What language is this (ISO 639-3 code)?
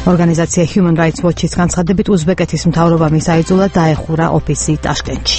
kat